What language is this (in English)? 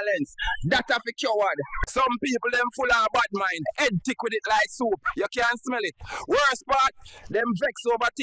Jamaican Creole English